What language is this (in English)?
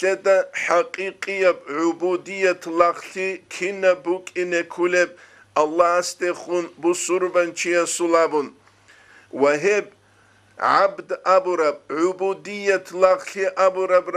Avaric